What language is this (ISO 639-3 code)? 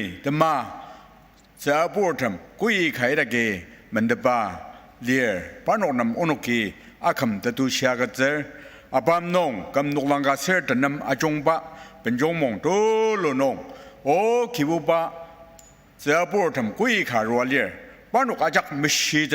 njo